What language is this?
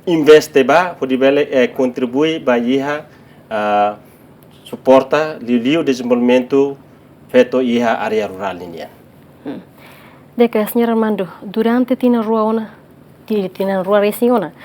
Tetum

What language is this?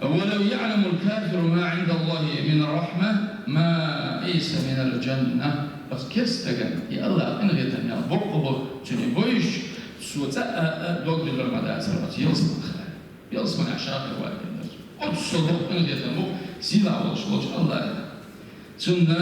Chechen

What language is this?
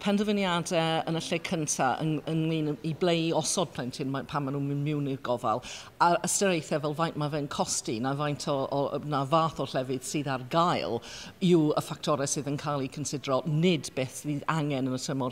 Welsh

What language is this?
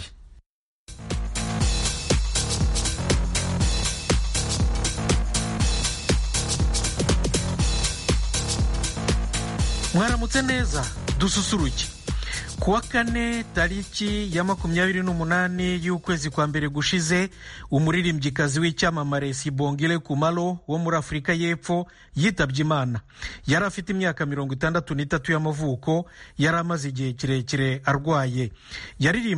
Kinyarwanda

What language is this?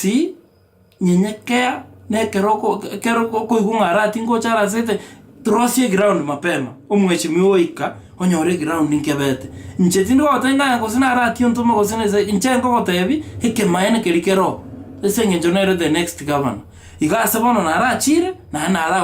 Gusii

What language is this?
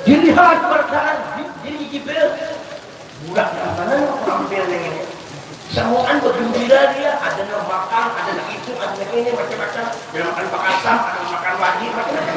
Banjar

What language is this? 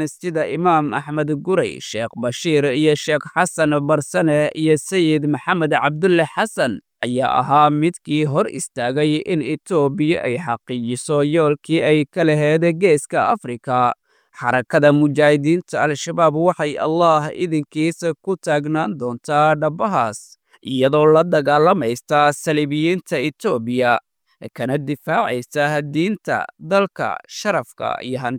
Somali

